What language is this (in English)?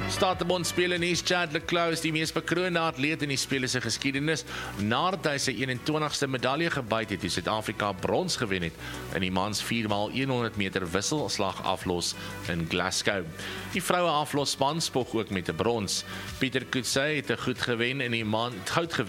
Afrikaans